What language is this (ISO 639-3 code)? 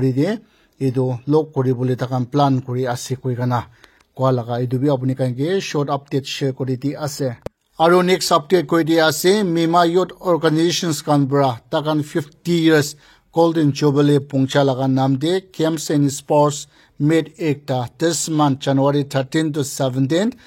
nag